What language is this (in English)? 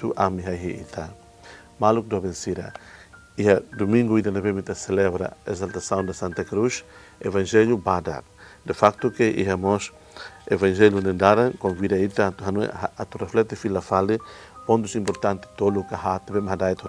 Tetum